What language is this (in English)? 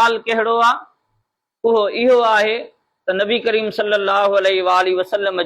Sindhi